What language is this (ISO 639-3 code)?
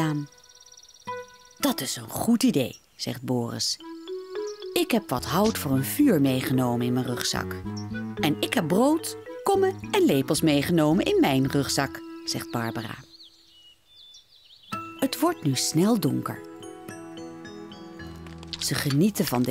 nld